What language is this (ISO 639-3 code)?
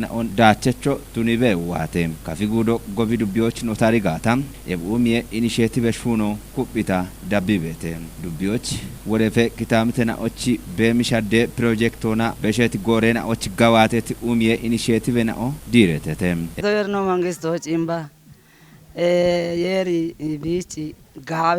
kbr